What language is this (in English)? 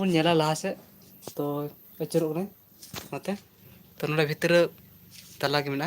Santali